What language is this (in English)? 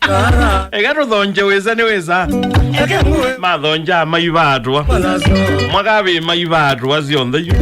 Kamba